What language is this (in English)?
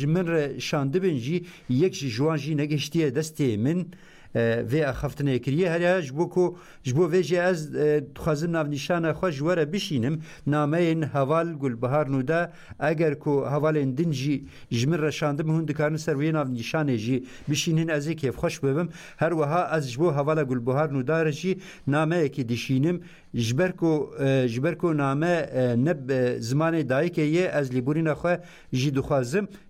Kurdish